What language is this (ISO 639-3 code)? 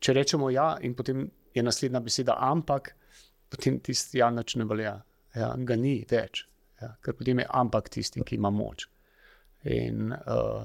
slv